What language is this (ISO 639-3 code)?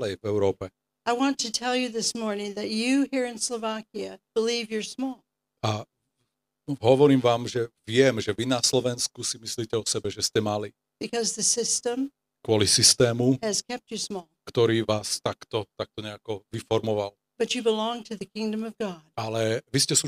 slk